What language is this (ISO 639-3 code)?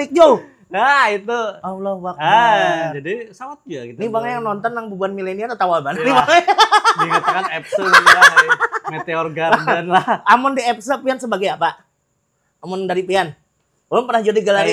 bjn